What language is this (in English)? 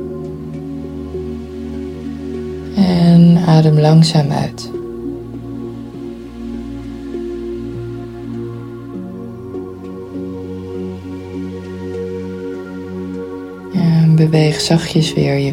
Dutch